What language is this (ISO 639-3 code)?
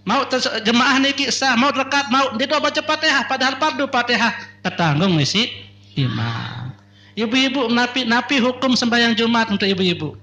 sas